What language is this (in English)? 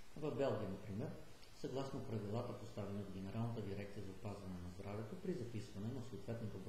Bulgarian